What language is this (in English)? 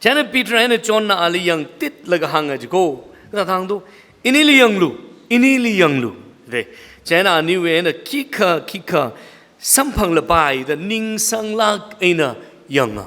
Tangkhul Naga (India)